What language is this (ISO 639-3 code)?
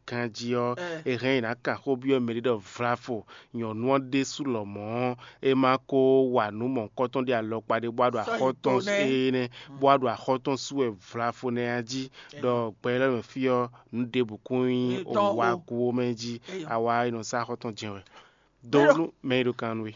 fon